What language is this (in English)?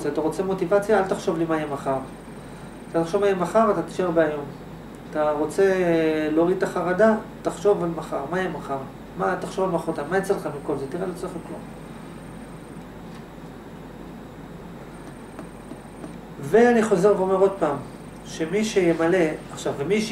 Hebrew